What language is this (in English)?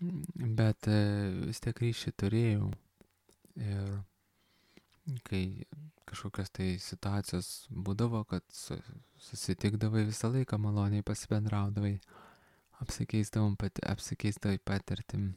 Lithuanian